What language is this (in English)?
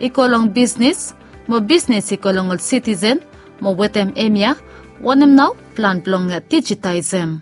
Bislama